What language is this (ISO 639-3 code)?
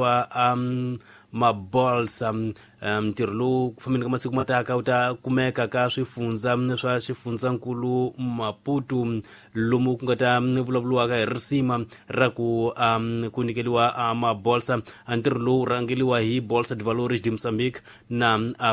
tso